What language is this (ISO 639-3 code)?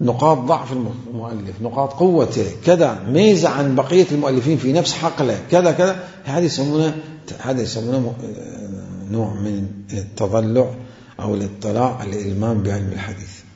acm